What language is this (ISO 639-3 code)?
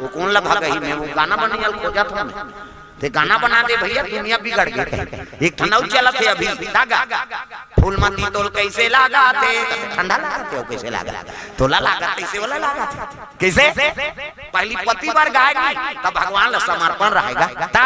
hne